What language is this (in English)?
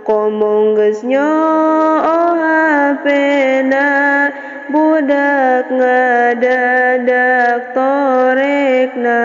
Sundanese